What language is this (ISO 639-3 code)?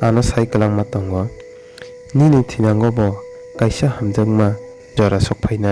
trp